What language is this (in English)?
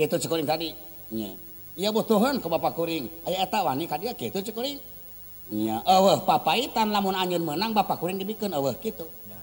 Sundanese